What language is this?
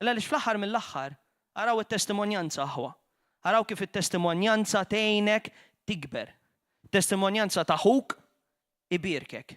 Maltese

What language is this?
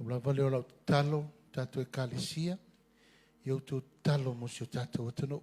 Samoan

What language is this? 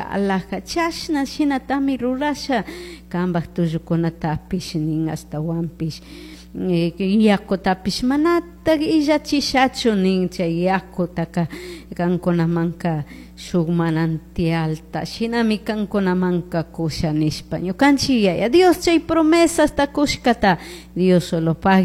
Chimborazo Highland Quichua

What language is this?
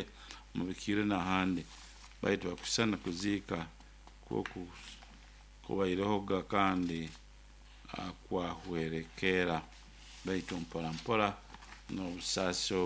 Nyoro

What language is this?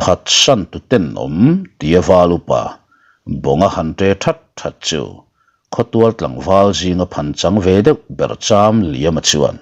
Mizo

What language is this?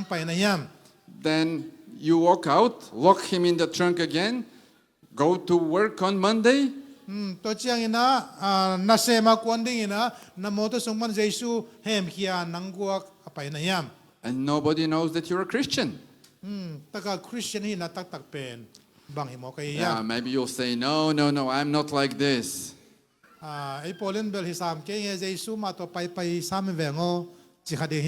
Tedim Chin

